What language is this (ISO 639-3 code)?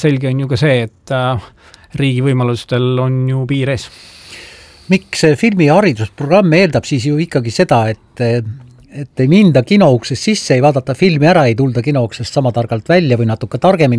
est